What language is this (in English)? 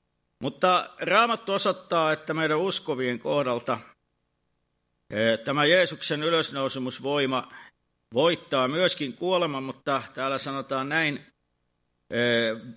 Finnish